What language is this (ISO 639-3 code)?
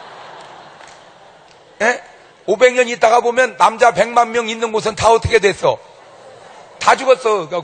kor